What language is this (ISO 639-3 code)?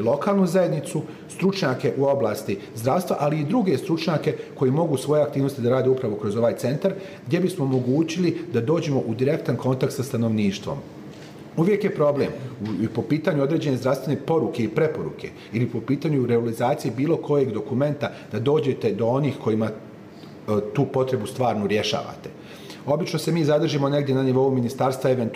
bos